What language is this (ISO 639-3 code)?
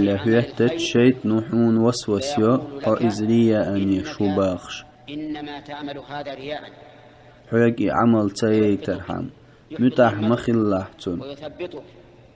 che